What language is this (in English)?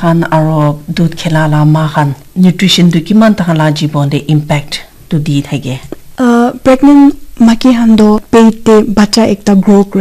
Naga Pidgin